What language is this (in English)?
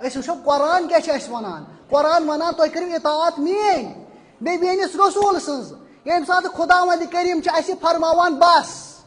Kashmiri